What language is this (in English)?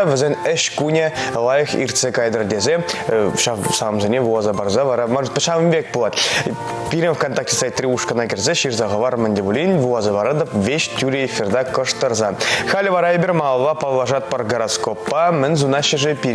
Chuvash